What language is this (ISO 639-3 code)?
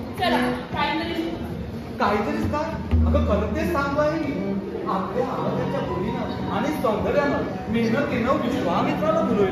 mar